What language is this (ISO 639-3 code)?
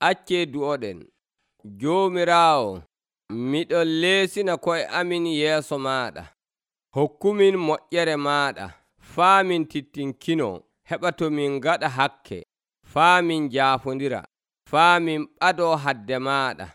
fuv